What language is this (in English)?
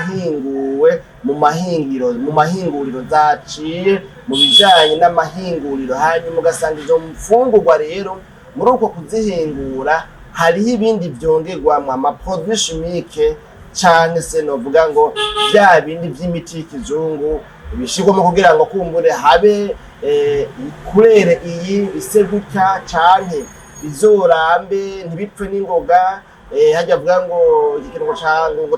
Rundi